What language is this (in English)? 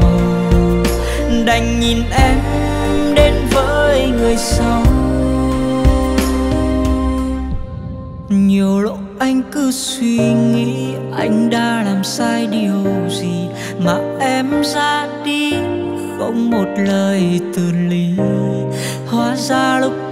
Vietnamese